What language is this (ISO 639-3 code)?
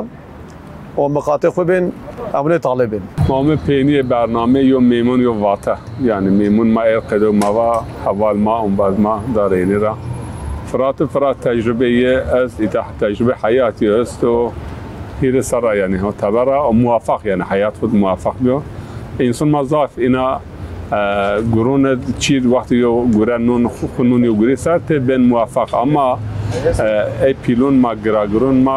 zza